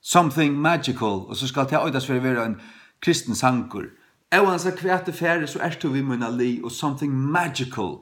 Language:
Faroese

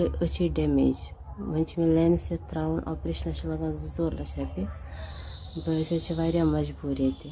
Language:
Kashmiri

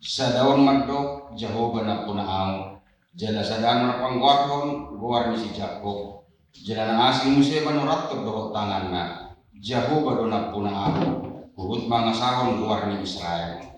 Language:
Batak Toba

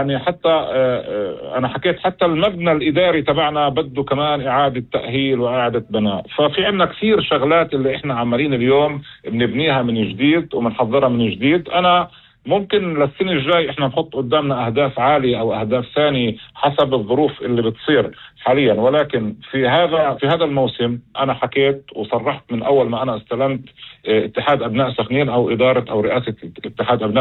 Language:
North Levantine Arabic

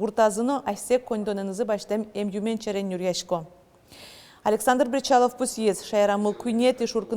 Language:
Udmurt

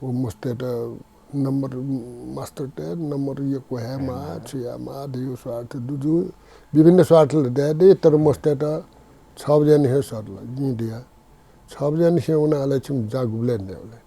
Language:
Newari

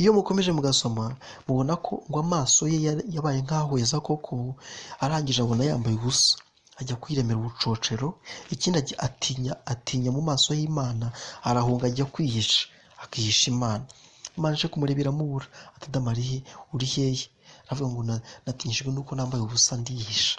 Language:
Kinyarwanda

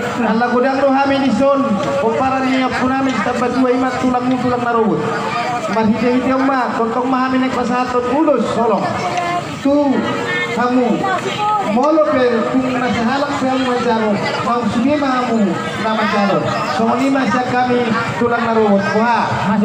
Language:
Batak Toba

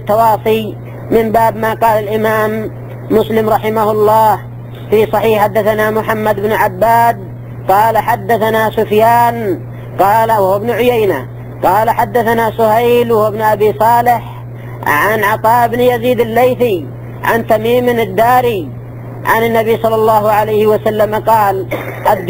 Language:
Arabic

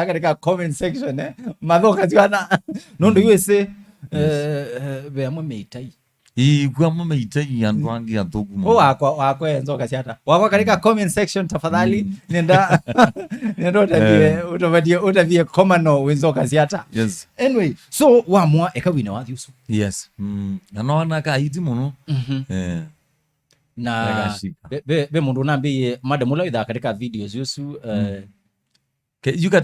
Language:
Kamba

